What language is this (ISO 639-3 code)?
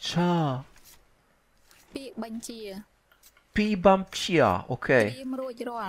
ces